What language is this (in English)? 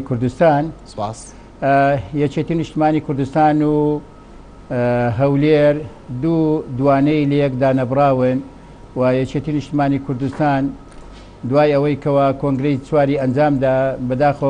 Central Kurdish